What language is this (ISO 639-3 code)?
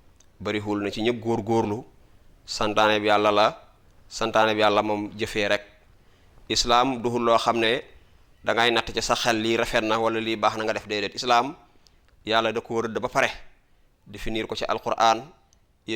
wol